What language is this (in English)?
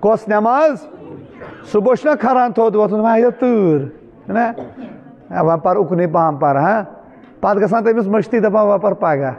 Kashmiri